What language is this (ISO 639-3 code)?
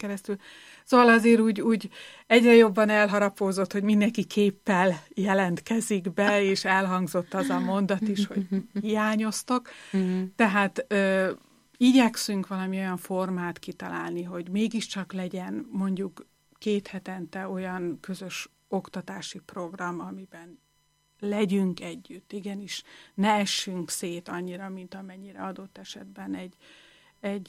hun